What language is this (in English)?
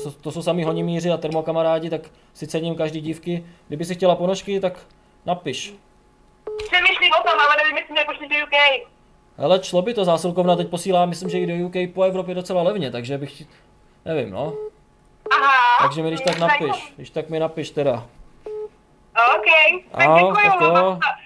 Czech